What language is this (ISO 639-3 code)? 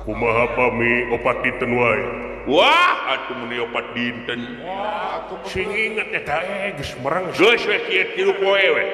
sun